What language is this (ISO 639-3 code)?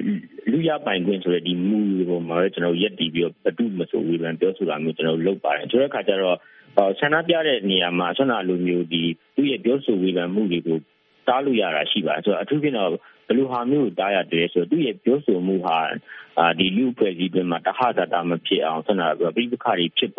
mya